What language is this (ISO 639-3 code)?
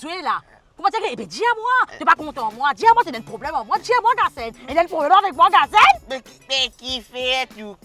mfe